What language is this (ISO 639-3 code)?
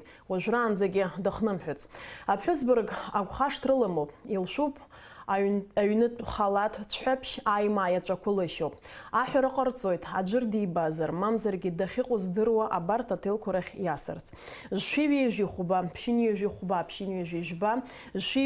abk